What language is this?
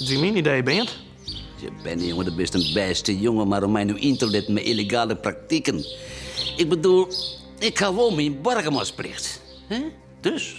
Western Frisian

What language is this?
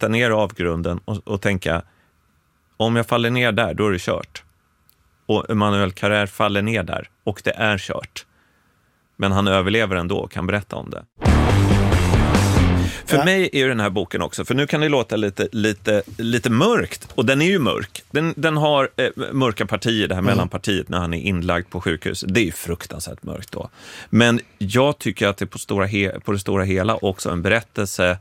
Swedish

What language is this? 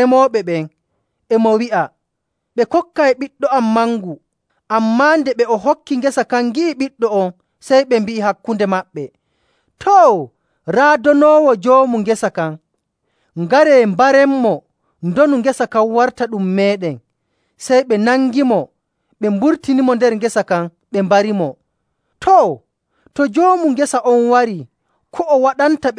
Nigerian Fulfulde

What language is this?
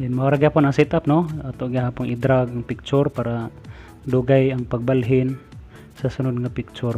Cebuano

